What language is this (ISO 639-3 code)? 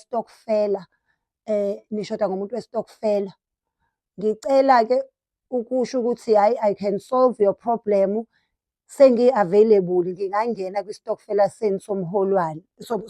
zul